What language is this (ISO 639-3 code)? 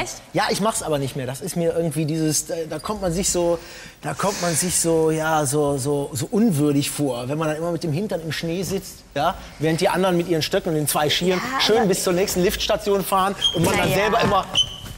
deu